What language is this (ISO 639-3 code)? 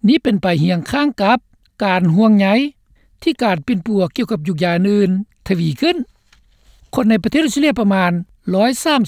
lao